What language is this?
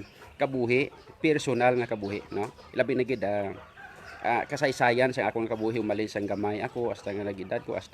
Hiligaynon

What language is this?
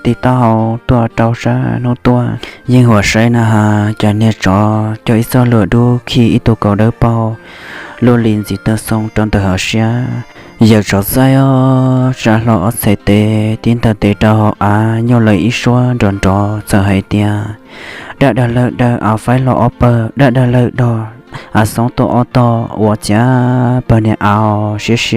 Hmong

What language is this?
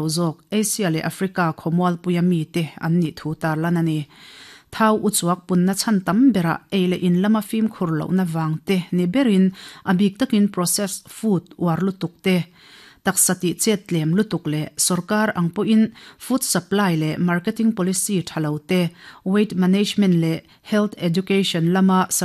Mizo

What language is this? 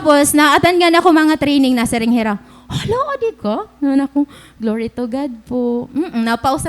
Waray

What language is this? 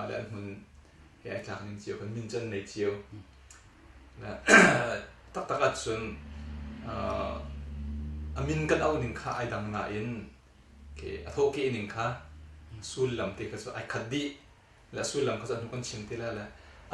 Hakha Chin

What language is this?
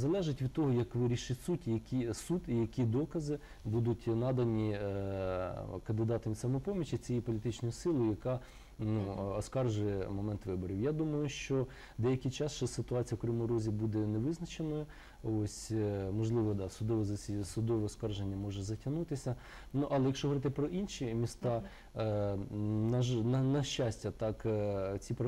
Ukrainian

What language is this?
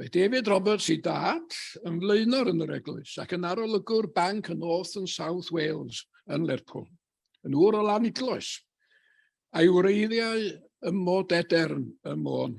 Welsh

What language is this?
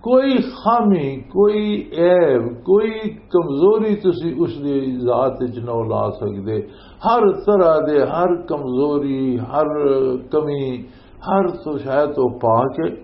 Western Panjabi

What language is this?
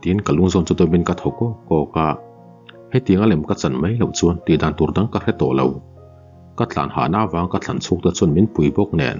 Mizo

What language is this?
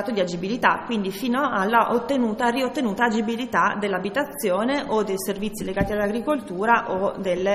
Italian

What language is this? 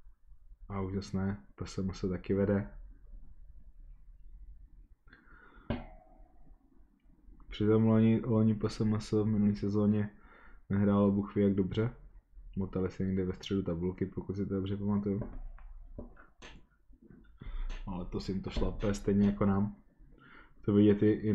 Czech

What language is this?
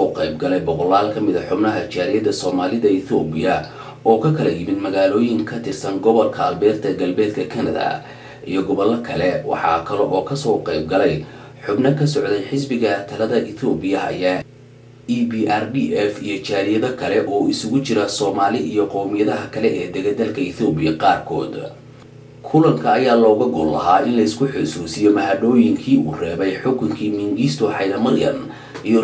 Somali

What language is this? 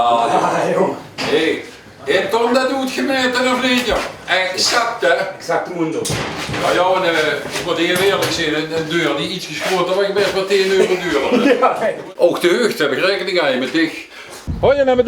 Limburgish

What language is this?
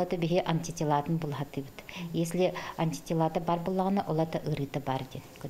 Yakut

